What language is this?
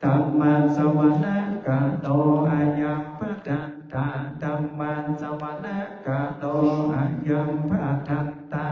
Pali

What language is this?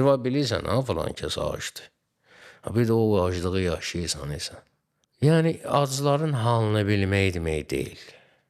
Azerbaijani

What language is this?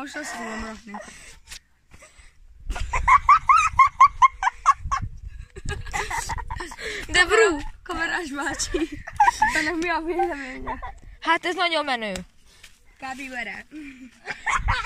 Hungarian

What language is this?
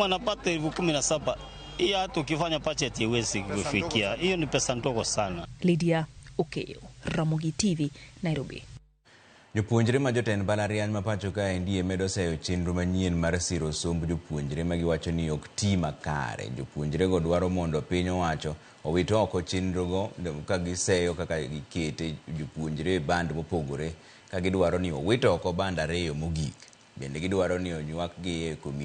Luo (Kenya and Tanzania)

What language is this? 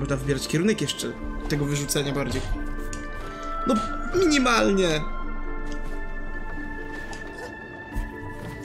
Polish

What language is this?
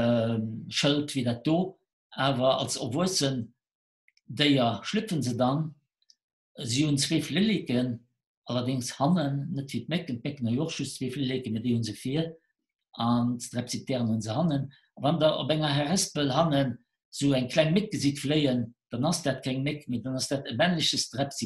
Luxembourgish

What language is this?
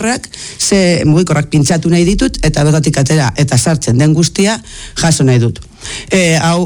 Basque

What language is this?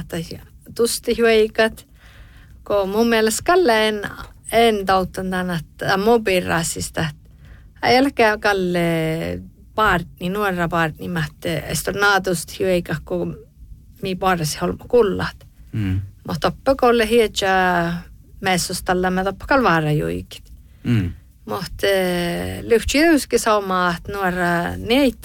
Northern Sami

